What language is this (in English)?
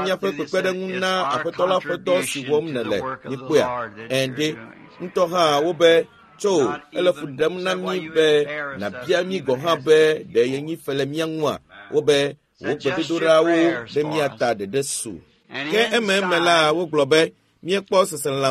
Ewe